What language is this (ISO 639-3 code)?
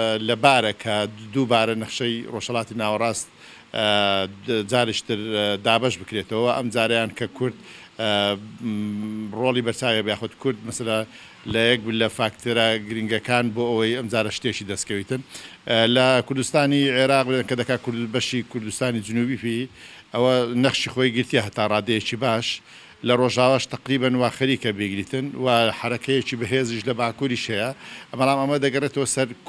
ckb